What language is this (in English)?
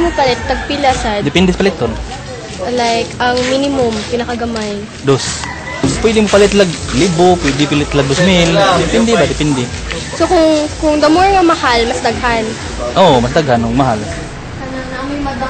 Cebuano